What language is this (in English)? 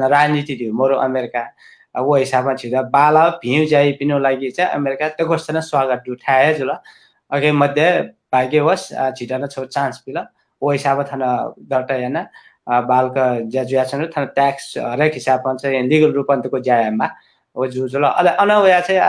Newari